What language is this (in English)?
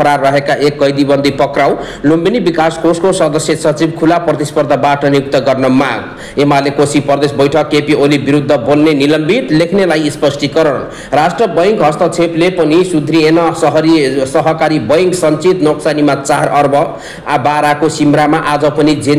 Nepali